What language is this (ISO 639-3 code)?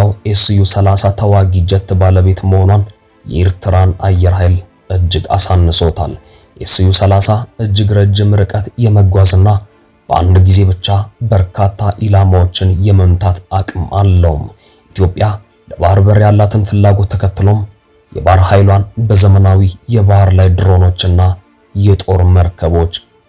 amh